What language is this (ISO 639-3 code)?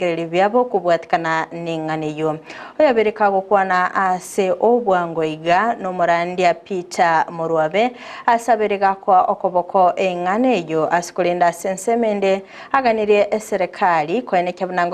guz